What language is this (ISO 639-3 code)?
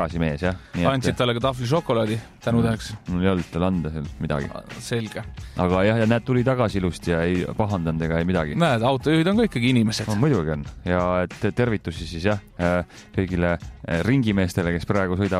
est